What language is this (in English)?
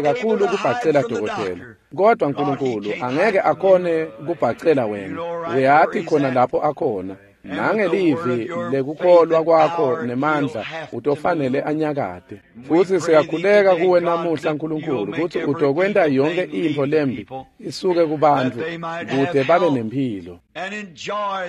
Swati